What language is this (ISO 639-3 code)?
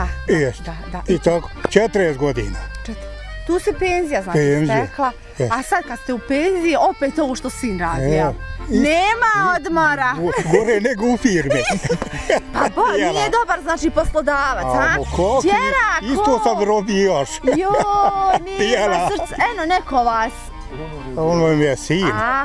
bos